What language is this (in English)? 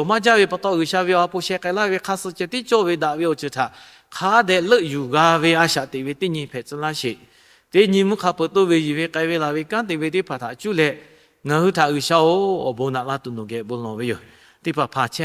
Lahu